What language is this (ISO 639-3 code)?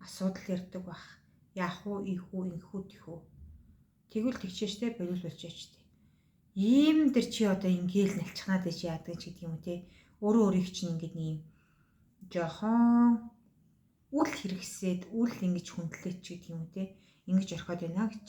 mon